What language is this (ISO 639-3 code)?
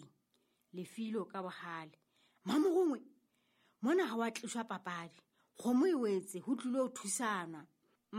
sot